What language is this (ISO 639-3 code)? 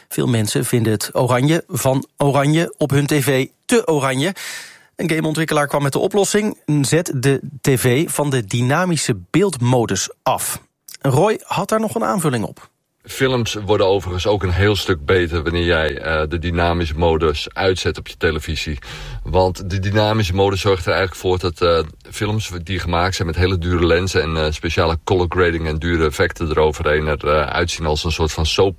nld